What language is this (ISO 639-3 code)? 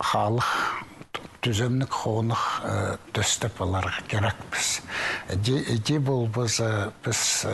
kjh